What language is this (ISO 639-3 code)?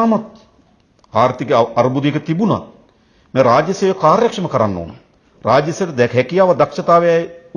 sin